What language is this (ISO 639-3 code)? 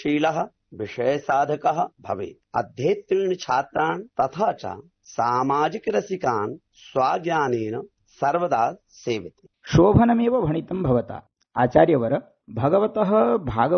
san